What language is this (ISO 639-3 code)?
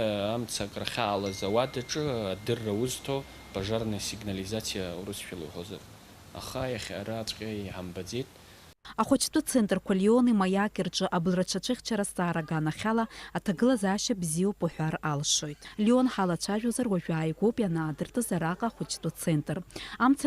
abk